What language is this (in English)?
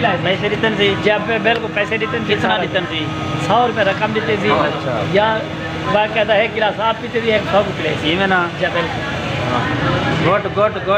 Saraiki